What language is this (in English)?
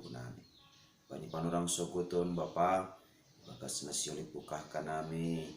Batak Simalungun